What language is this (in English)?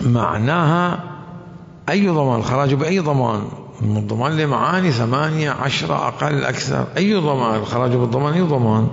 Mesopotamian Arabic